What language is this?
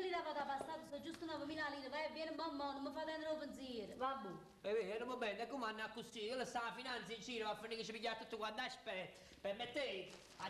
Neapolitan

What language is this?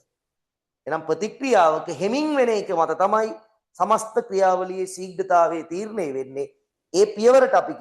Sinhala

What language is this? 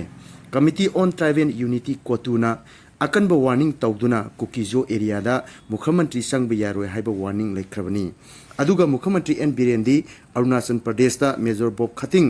Manipuri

